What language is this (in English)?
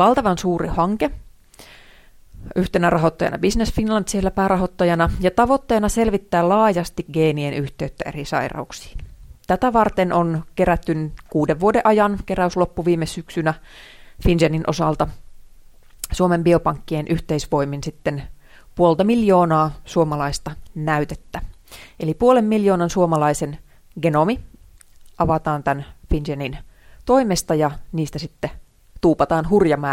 Finnish